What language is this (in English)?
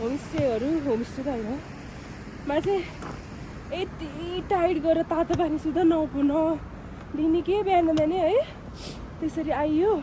Nepali